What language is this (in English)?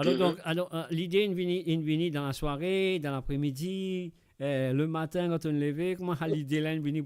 Morisyen